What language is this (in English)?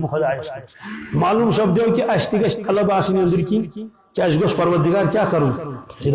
Kashmiri